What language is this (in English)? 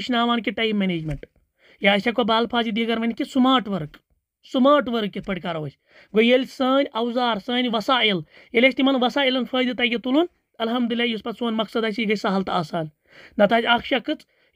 Kashmiri